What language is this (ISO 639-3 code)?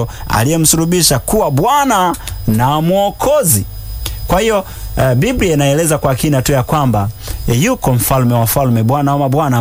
swa